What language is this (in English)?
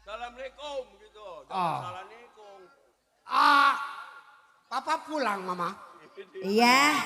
Betawi